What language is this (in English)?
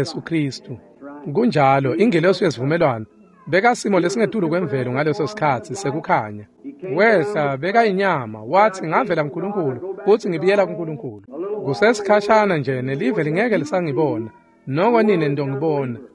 Swati